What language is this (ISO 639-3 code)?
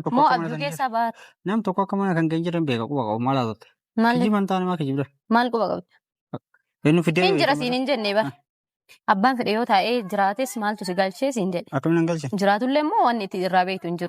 orm